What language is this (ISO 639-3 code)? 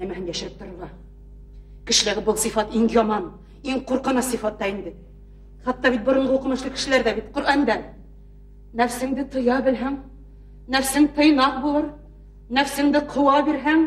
bak